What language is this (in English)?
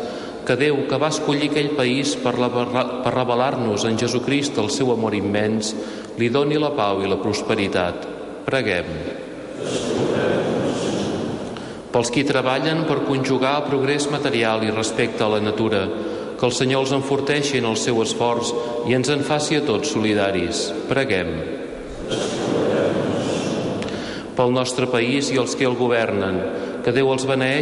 Catalan